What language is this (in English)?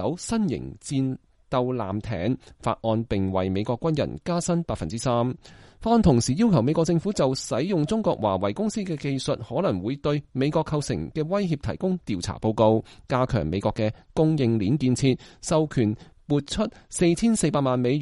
Cantonese